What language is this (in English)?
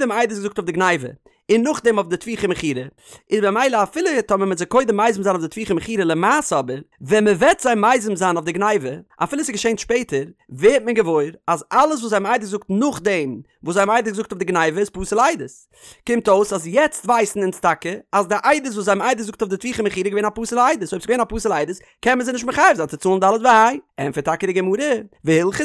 Yiddish